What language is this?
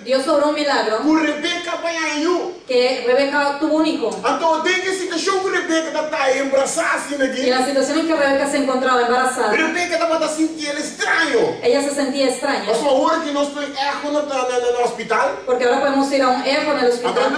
Papiamento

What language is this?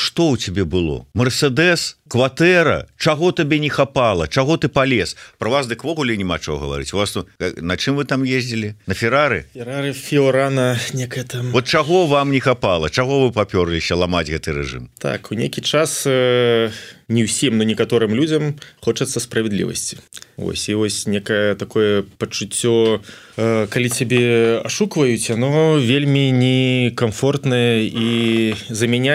Belarusian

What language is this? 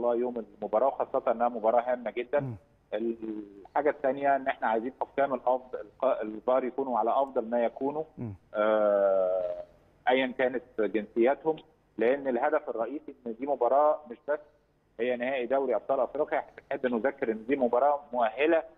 Egyptian Arabic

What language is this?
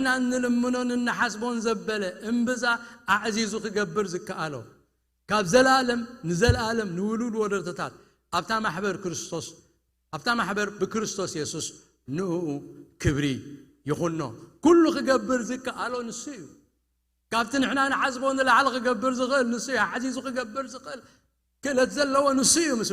Tigrinya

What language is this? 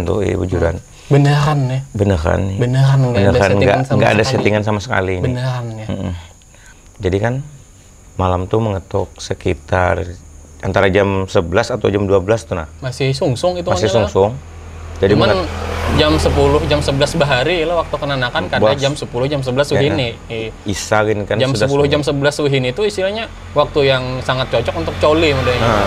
Banjar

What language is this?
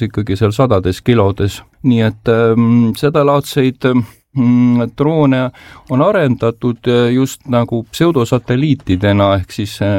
Estonian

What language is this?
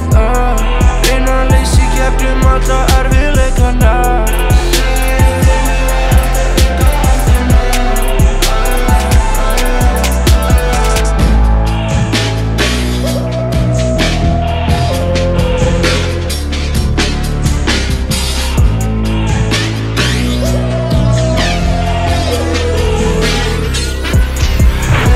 Icelandic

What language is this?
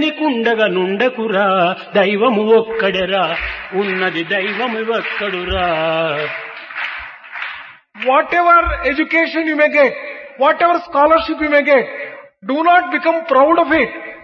Telugu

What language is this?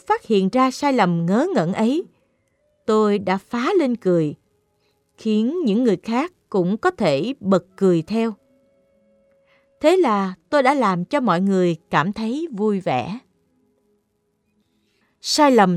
Vietnamese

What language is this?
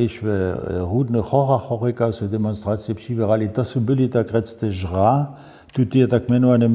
Upper Sorbian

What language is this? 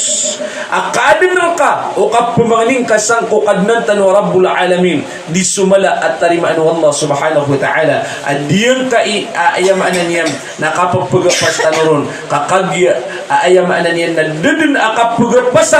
Maranao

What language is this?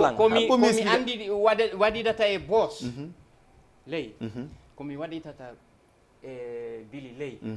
Fula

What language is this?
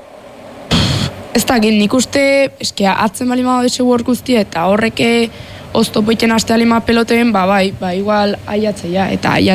Basque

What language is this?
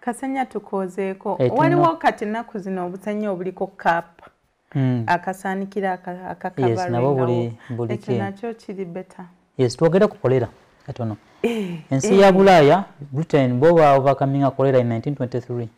Ganda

